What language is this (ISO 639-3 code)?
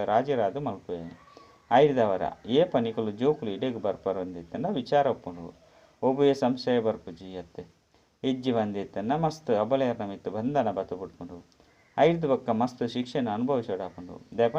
tcy